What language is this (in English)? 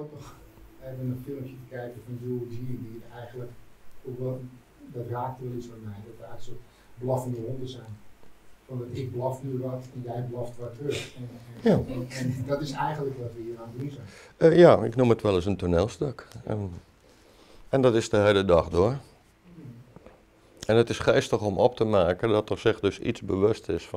Dutch